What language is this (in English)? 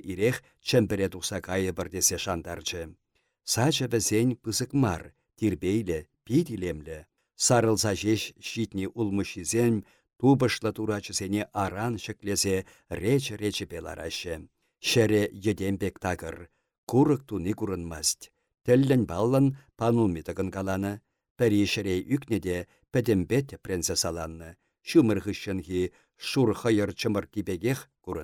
Chuvash